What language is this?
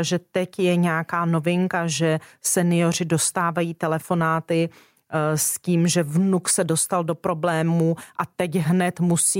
Czech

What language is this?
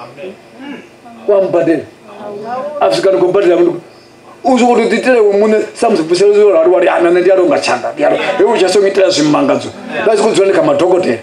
Venda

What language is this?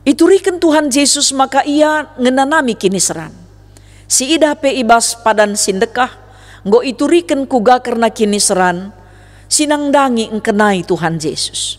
Batak Karo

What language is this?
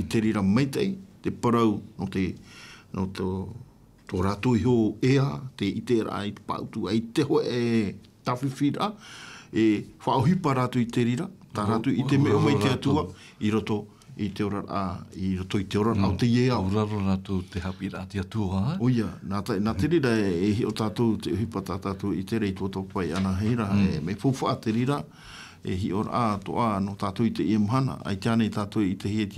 Tahitian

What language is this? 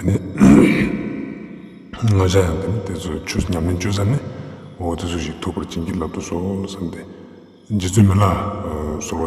Ladakhi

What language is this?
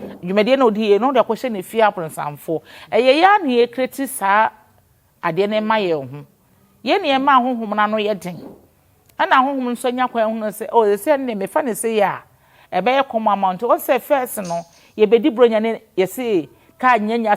Akan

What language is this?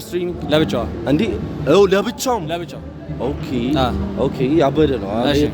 Amharic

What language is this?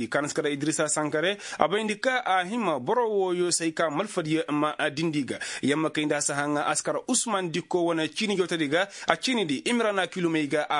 Koyraboro Senni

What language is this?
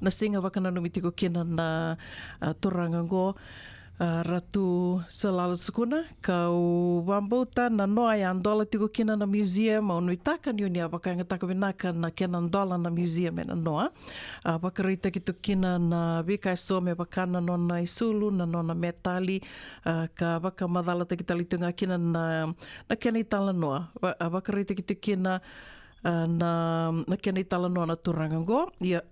Fijian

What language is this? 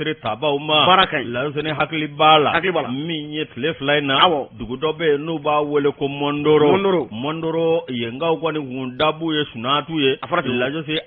Bambara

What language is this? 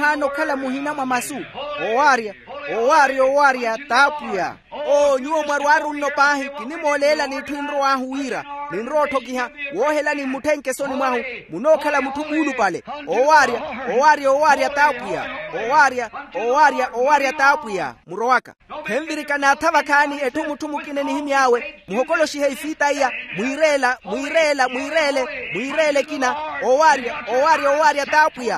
Makhuwa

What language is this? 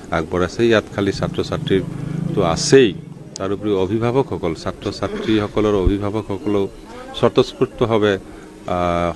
Assamese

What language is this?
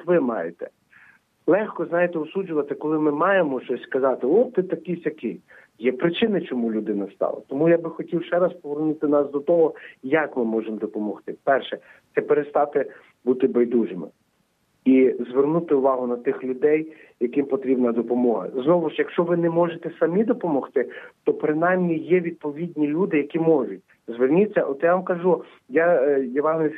Ukrainian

